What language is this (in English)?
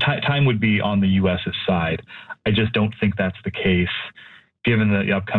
English